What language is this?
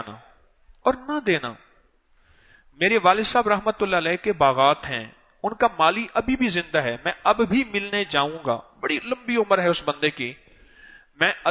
Urdu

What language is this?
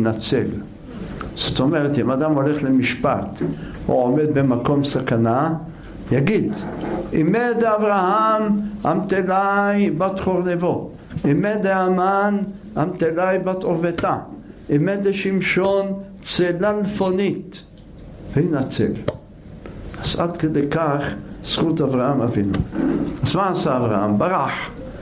Hebrew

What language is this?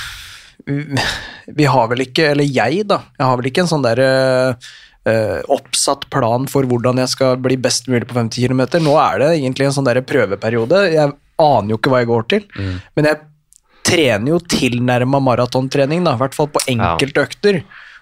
Norwegian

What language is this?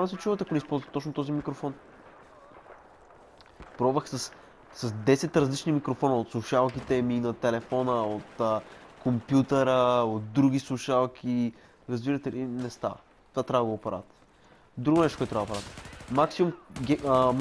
Bulgarian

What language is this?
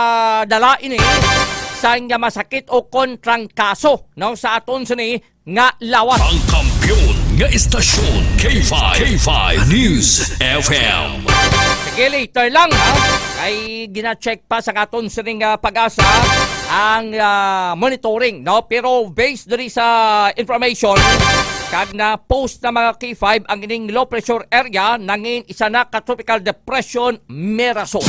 Hiligaynon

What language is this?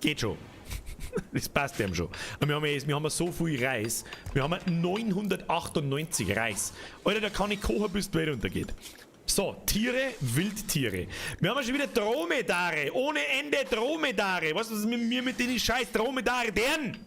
Bavarian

